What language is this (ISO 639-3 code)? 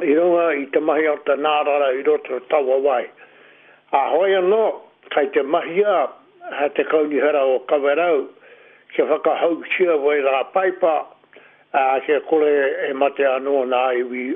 mri